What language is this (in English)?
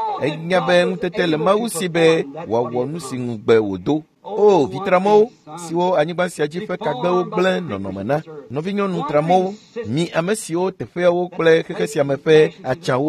Ewe